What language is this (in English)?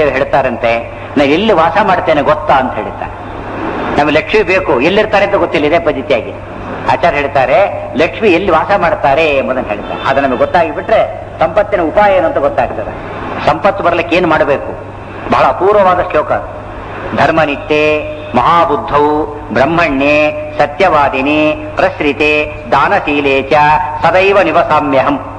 Kannada